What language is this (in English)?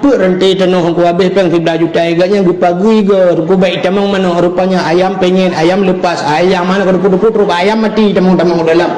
Achinese